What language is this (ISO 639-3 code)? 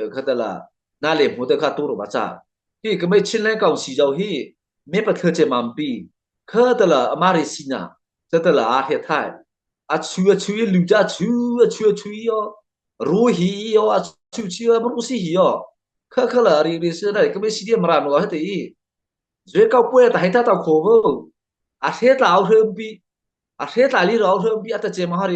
mrh